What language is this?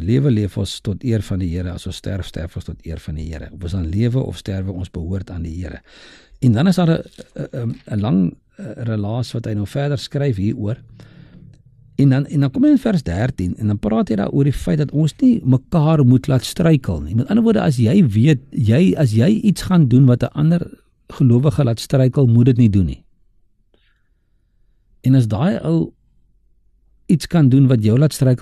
Afrikaans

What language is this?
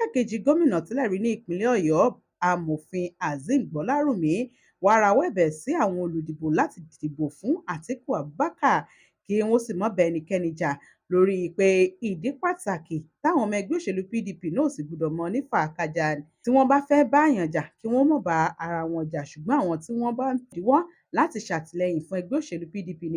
Yoruba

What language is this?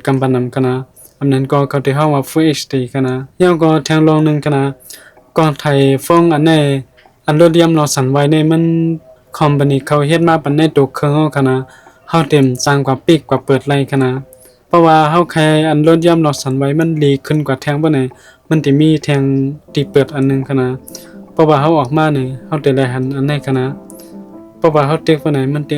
Shan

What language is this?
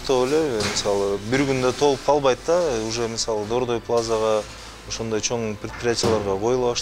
Kyrgyz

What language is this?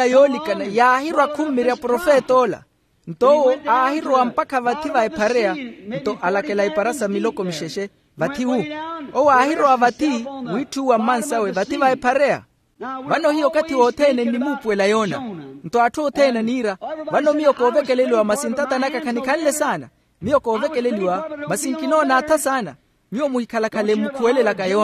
Makhuwa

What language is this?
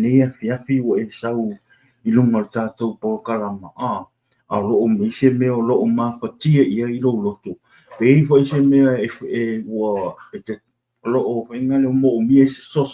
Samoan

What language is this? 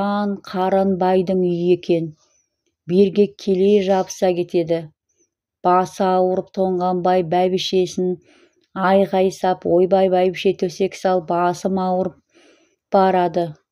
Kazakh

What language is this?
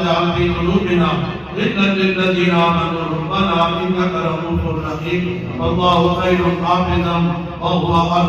Pahari-Potwari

